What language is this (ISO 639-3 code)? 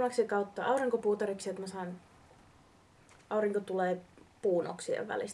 fin